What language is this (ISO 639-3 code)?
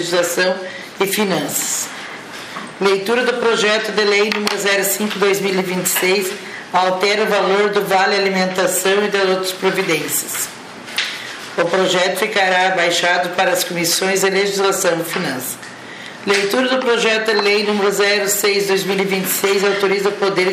por